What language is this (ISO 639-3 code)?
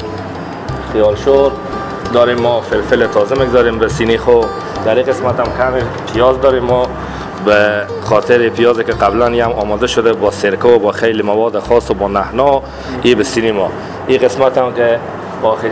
fas